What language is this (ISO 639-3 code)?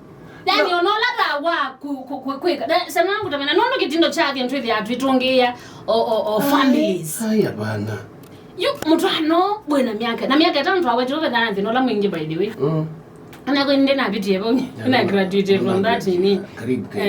kam